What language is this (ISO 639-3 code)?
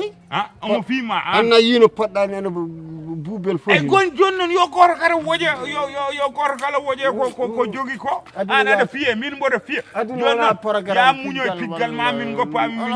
ful